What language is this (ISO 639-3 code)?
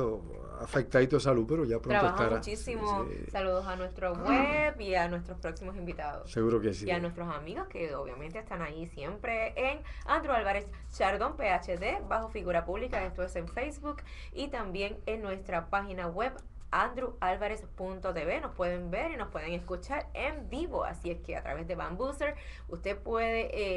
spa